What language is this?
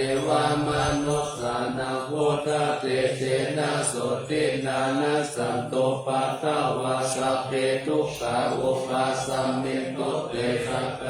Pali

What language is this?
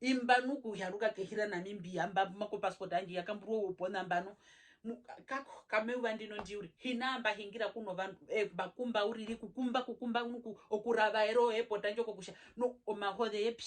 Herero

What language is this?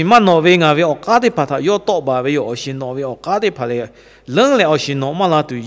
Lahu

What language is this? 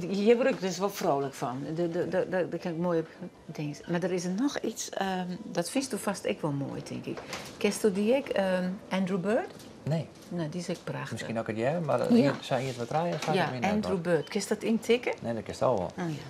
Western Frisian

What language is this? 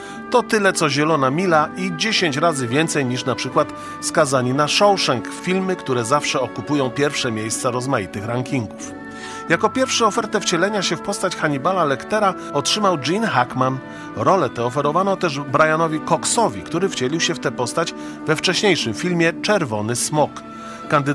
Polish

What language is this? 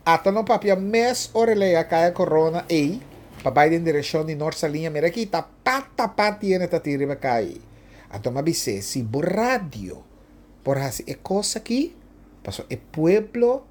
Papiamento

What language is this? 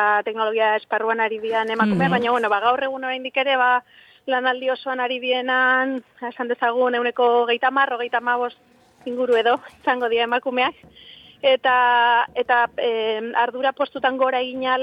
Basque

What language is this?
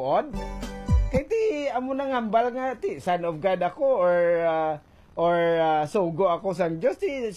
Hiligaynon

